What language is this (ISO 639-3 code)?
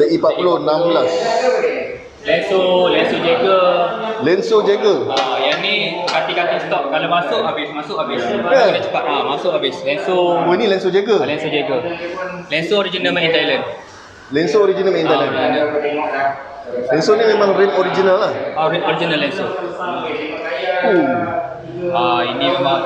msa